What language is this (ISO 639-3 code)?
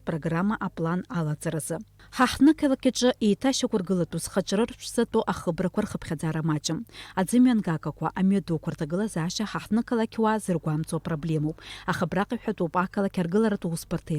abk